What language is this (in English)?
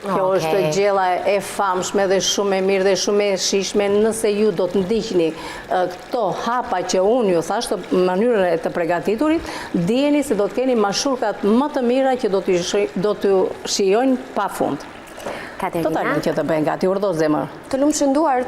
Albanian